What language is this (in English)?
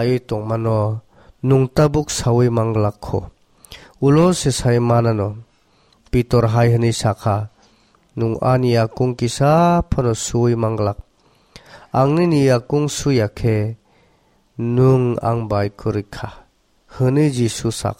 Kok Borok